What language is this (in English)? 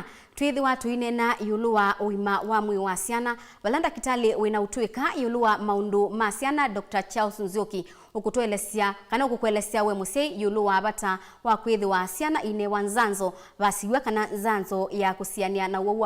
Kamba